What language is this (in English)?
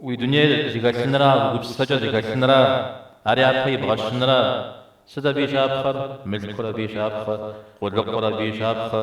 Kabardian